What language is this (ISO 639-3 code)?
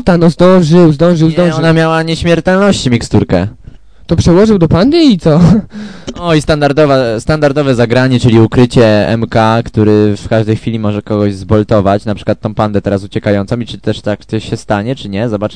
pol